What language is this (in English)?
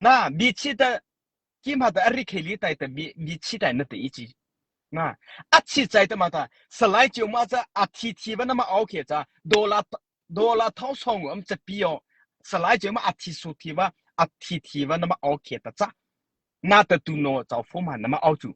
Mara Chin